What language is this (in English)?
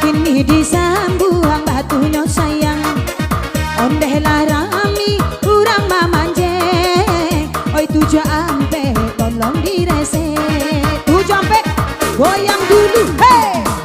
Minangkabau